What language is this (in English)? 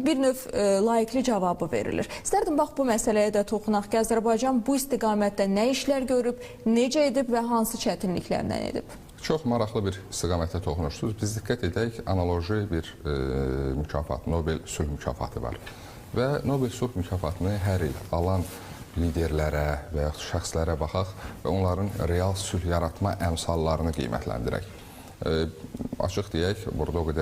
Azerbaijani